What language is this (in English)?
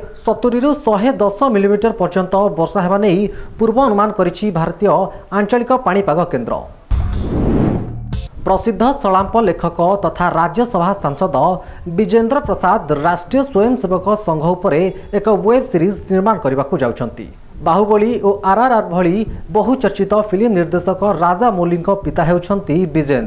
Odia